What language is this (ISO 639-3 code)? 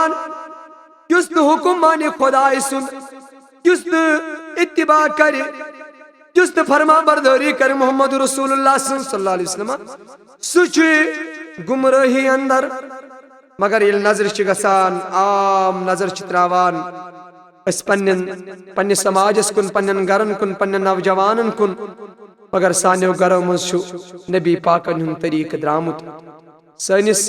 kas